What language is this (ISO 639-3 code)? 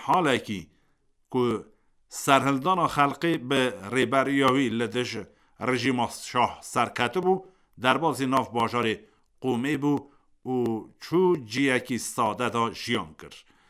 kur